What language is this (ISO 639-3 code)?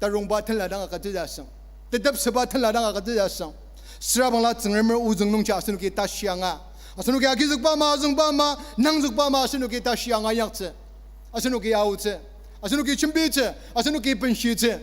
njo